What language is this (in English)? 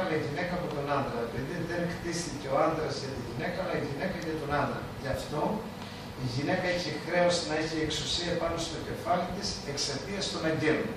Greek